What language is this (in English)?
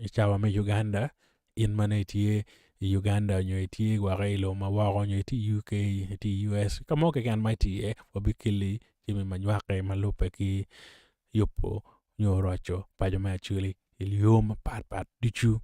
Acoli